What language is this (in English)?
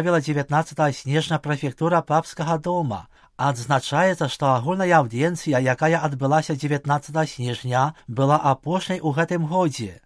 Belarusian